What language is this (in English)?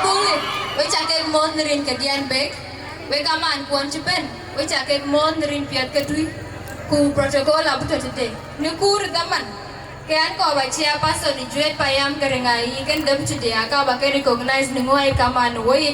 Dinka